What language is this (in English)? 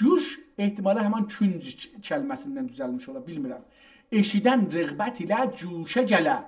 South Azerbaijani